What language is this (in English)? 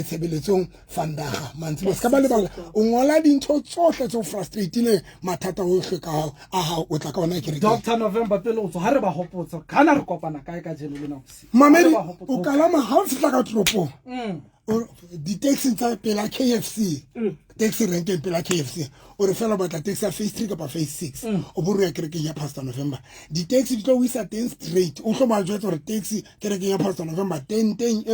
Southern Sotho